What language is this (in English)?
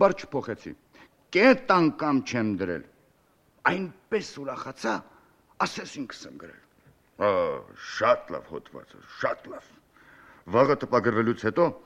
Armenian